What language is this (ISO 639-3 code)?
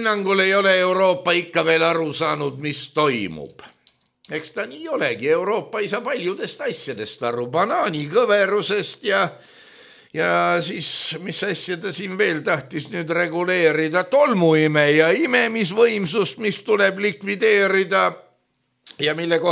est